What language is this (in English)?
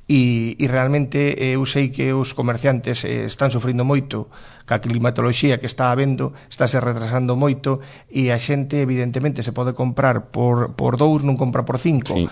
Galician